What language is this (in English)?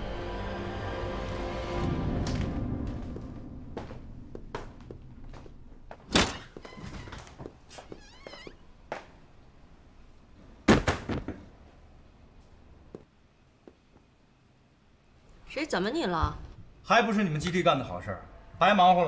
Chinese